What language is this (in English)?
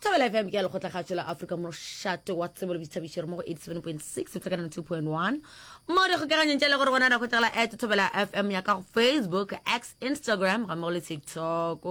Northern Sotho